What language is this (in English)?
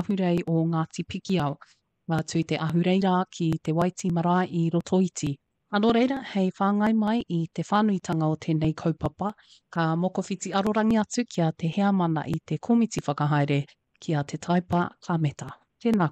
Māori